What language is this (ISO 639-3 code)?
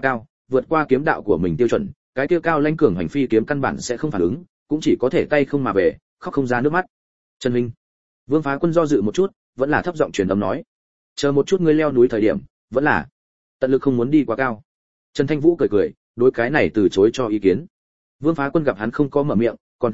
vie